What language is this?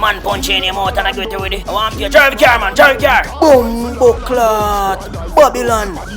Jamaican Creole English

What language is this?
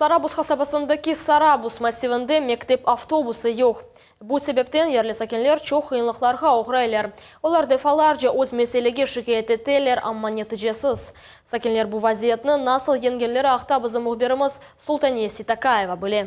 Crimean Tatar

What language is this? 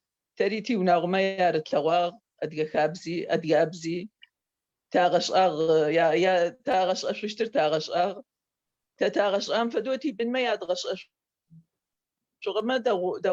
Adyghe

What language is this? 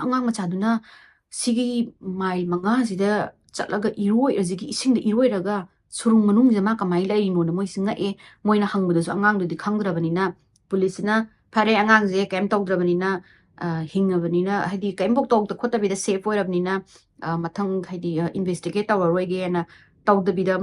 Manipuri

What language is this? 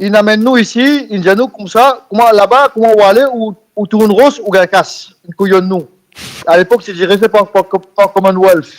Morisyen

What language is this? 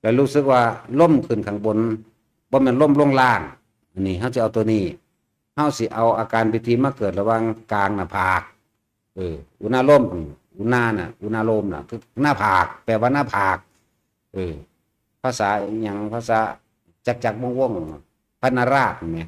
Northeastern Thai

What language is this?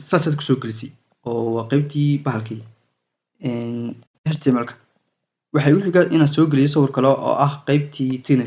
Somali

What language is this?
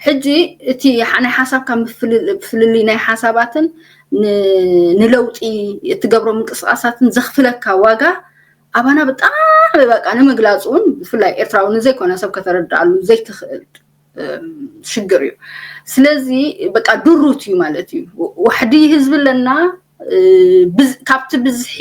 Tigrinya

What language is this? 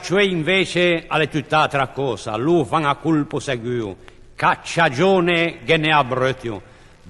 Ligurian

